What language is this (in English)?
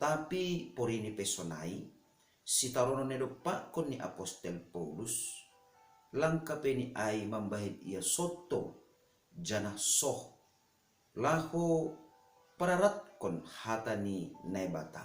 Batak Simalungun